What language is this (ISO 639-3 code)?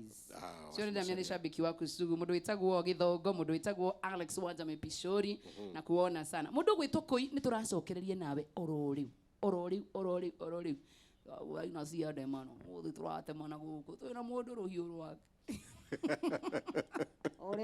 kik